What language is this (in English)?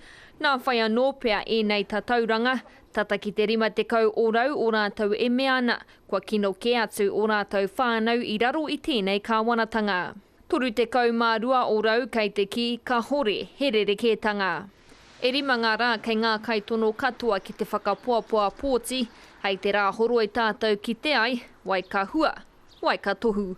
Māori